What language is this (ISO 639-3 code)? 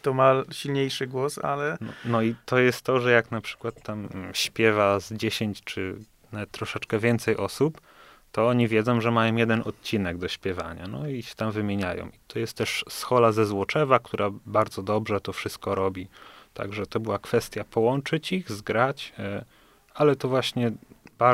pol